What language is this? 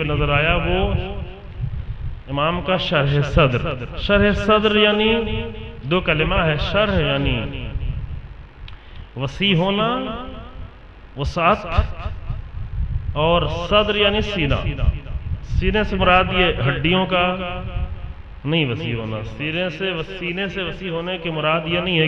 Urdu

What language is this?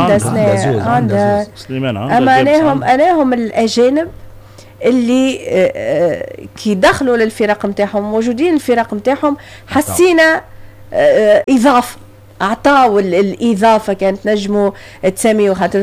Tunisian Arabic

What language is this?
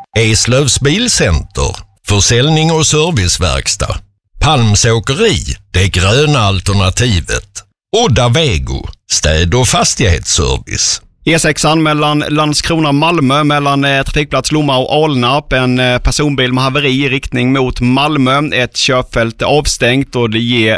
Swedish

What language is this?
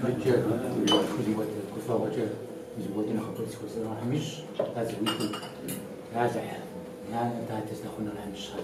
Kabardian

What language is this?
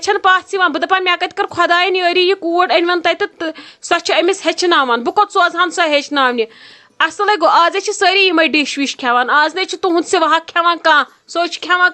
Kashmiri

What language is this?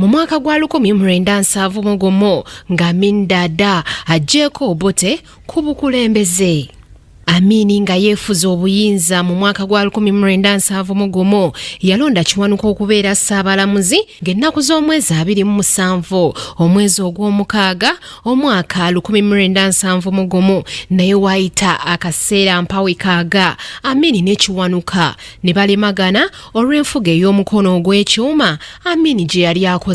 Ganda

